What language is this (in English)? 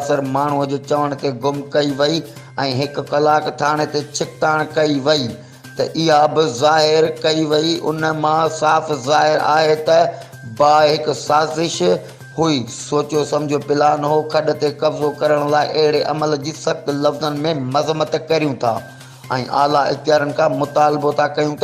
Sindhi